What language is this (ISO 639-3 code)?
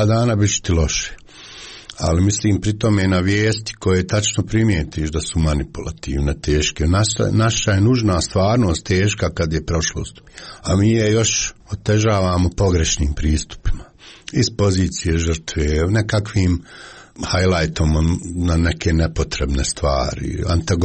srp